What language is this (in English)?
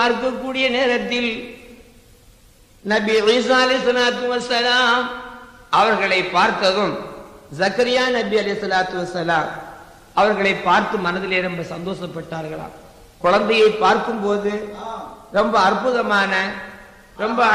Tamil